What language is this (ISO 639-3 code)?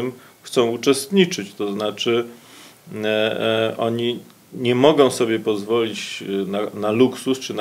pol